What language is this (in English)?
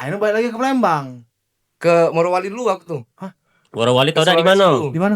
Musi